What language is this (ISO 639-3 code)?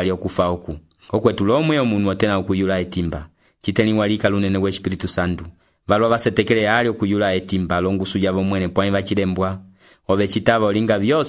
umb